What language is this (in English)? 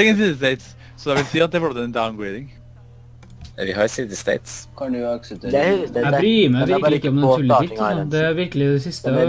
Norwegian